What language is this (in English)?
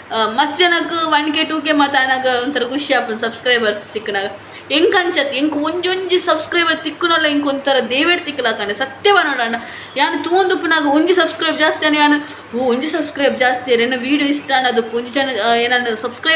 Tulu